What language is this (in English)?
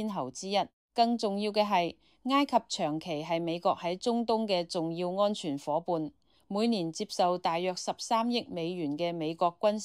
Cantonese